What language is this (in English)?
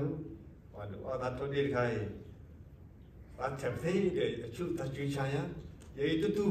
S'gaw Karen